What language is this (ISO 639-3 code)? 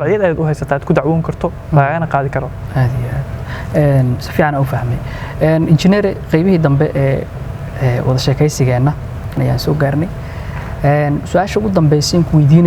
som